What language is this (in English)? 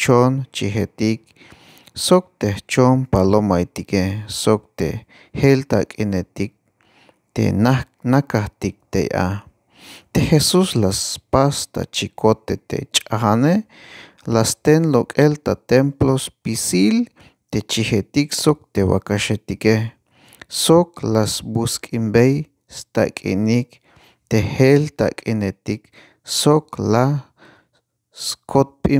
Tzeltal